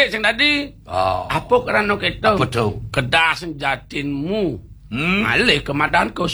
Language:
Balinese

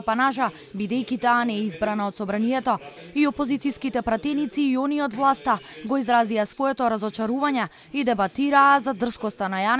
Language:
Macedonian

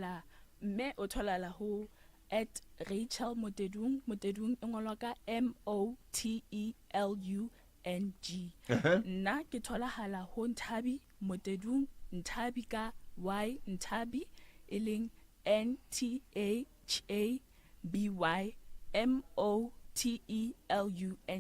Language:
Southern Sotho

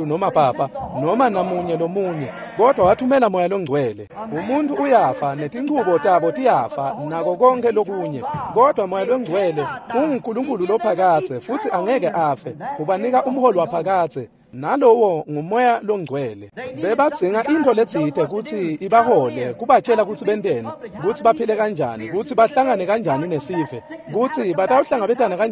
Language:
Swati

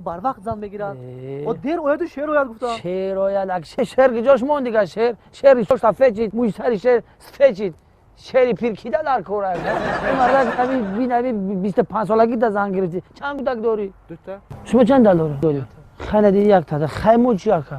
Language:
Tajik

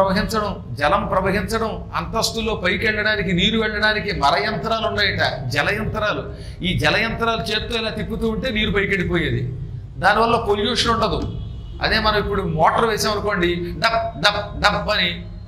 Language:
Telugu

